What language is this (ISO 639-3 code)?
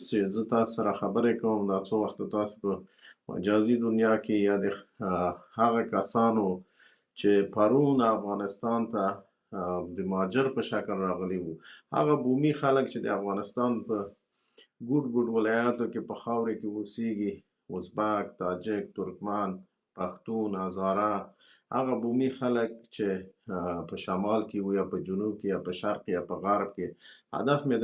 pus